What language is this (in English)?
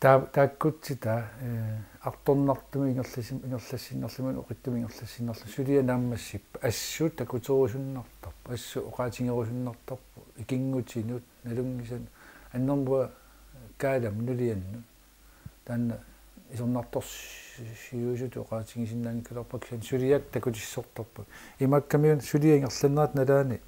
Kalaallisut